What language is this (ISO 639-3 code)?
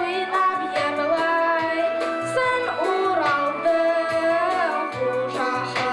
bak